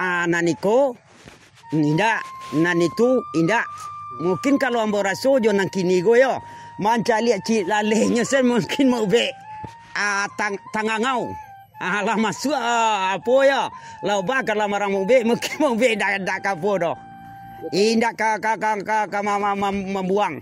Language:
Minangkabau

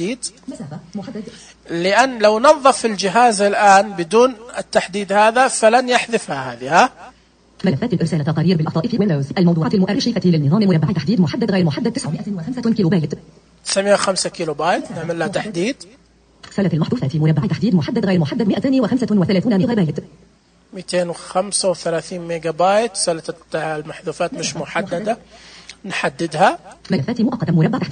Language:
Najdi Arabic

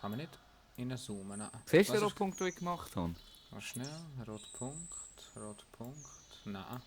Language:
Swiss German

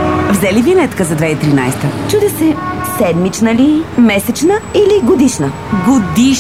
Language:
Bulgarian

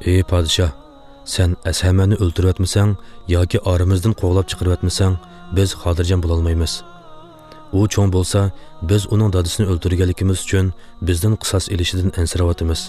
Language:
Uyghur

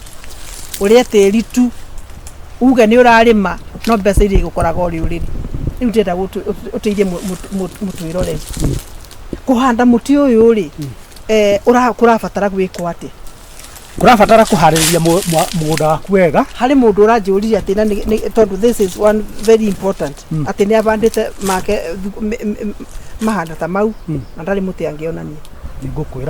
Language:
Kikuyu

